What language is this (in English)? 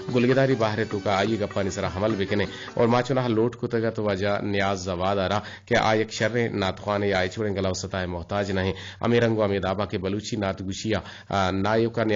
Eastern Balochi